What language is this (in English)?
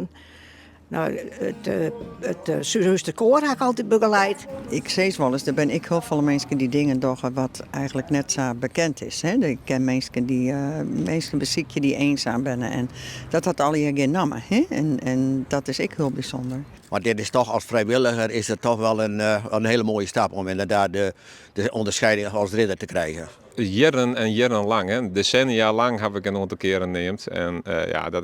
Western Frisian